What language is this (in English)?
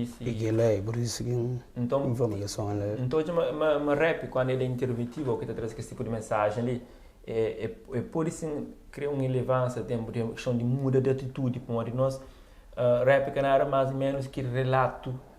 Kabuverdianu